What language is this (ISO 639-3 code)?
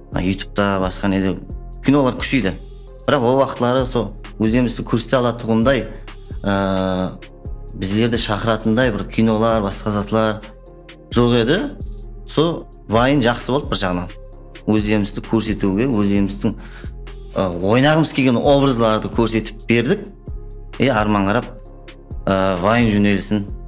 kaa